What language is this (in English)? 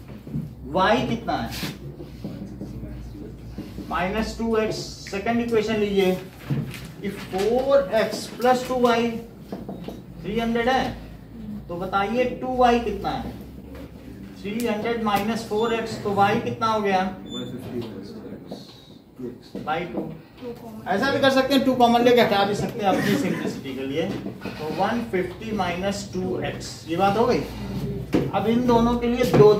Hindi